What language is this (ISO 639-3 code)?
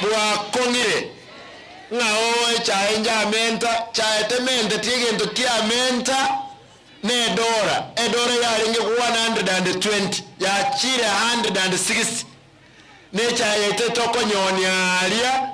guz